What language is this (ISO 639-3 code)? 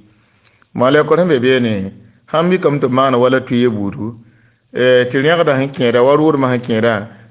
mos